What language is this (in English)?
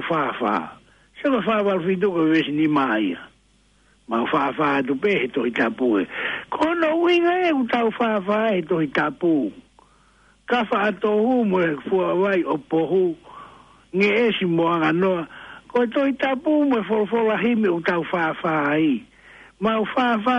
Tongan